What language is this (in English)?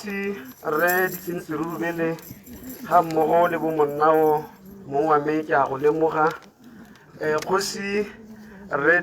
Tswana